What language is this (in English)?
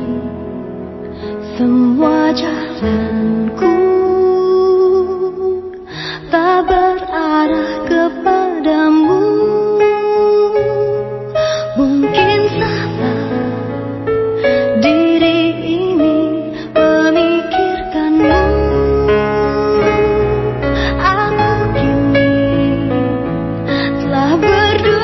Indonesian